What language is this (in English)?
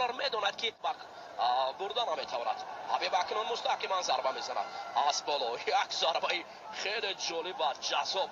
Tajik